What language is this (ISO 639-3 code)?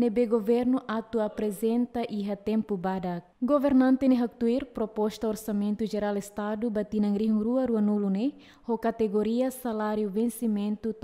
tet